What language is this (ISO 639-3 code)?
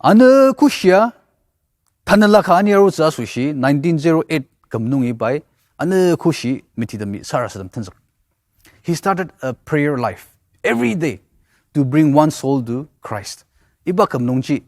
njo